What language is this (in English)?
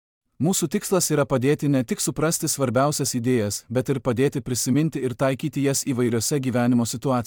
Lithuanian